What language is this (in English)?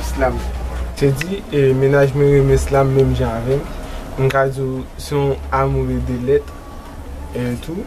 Haitian Creole